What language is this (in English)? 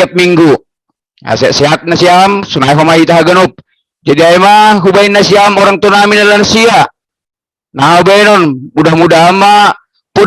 Batak Simalungun